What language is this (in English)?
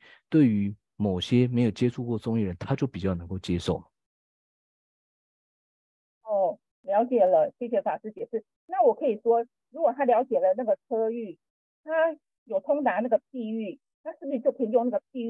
Chinese